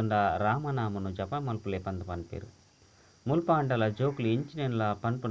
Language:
Tulu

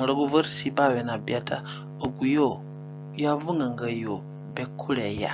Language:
Zande (individual language)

